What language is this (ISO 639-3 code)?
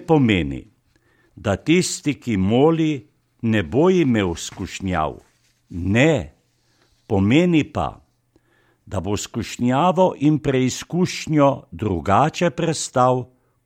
slv